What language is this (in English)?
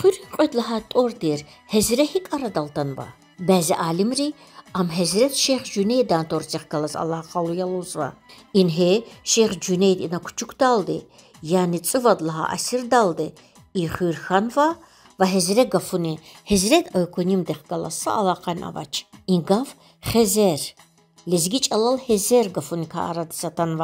Lezghian